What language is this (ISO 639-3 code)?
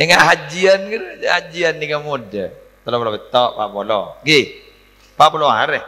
mad